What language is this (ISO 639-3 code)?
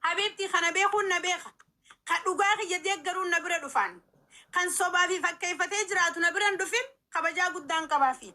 orm